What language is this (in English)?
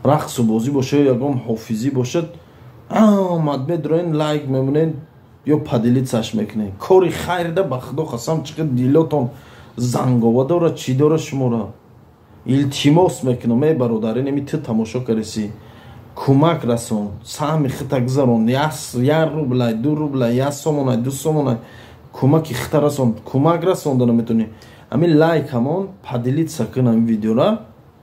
Tajik